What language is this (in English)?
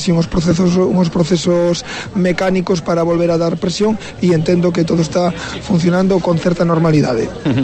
Galician